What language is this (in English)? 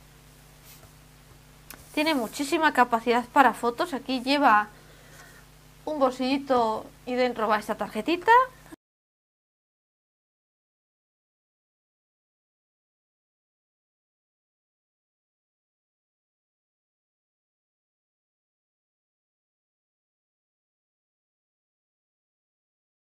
Spanish